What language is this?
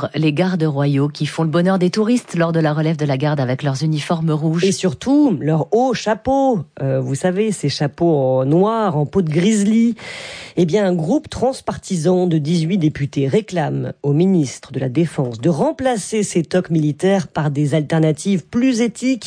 French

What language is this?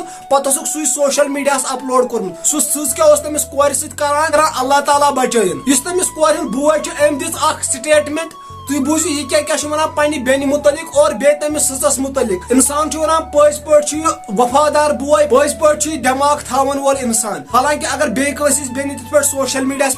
Kashmiri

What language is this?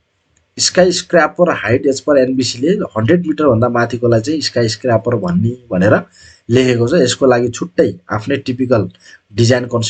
Nepali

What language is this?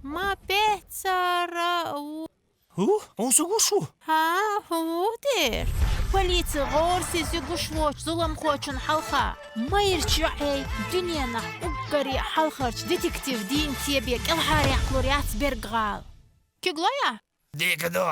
Chechen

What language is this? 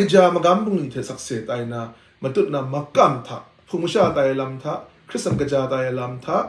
Kachin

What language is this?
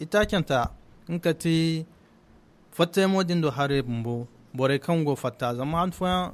Zarma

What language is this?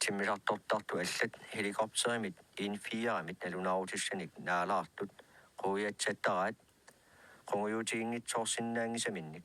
Kalaallisut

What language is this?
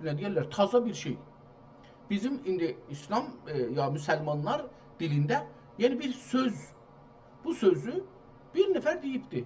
South Azerbaijani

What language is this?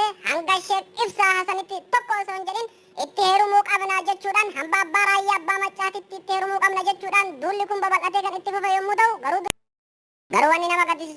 Oromo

